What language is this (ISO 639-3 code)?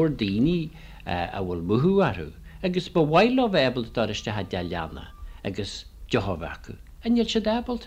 gle